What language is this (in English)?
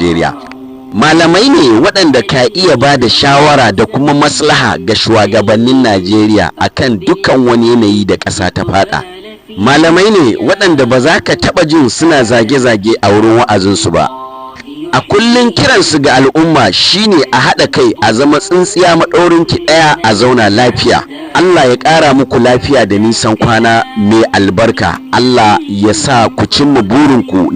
Hausa